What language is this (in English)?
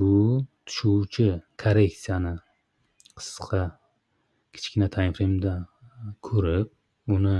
Uzbek